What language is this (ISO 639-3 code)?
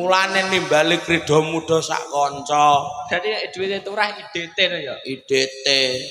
jav